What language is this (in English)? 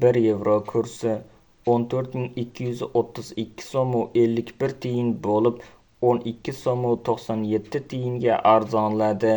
Uzbek